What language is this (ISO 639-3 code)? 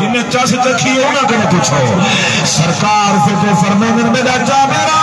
skr